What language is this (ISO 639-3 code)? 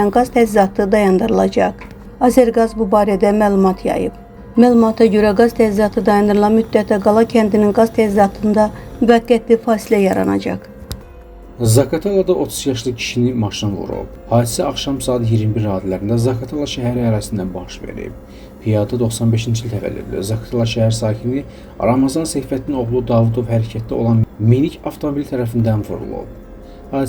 aze